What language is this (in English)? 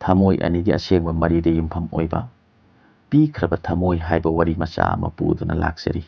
Manipuri